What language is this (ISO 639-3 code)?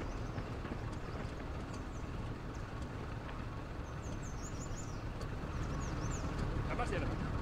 fin